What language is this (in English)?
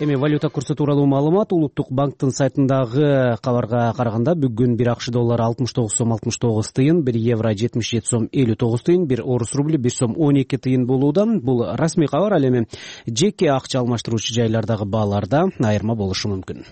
Kyrgyz